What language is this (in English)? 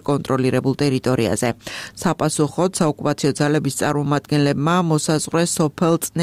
Georgian